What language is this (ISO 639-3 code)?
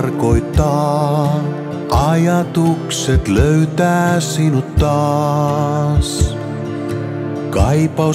fin